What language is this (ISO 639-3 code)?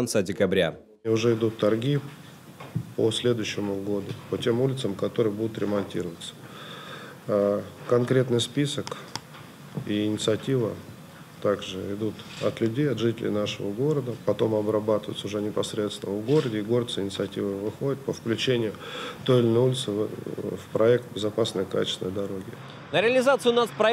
rus